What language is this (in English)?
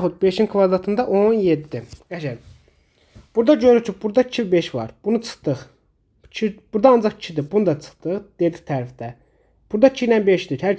Azerbaijani